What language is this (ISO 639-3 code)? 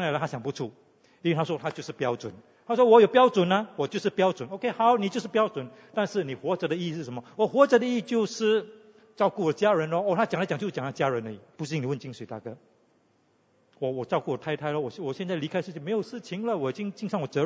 zho